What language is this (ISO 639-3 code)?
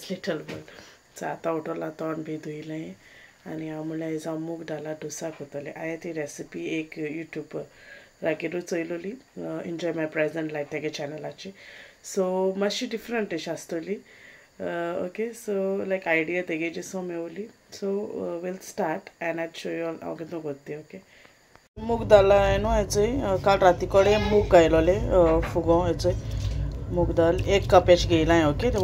kok